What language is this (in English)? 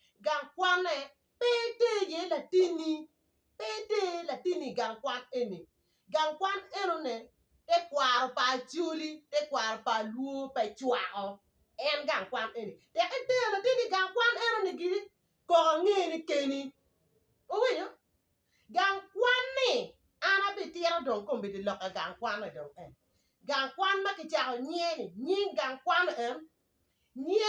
Acoli